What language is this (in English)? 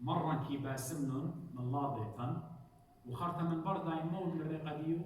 Assyrian Neo-Aramaic